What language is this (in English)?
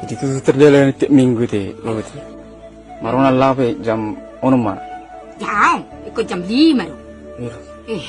Batak Toba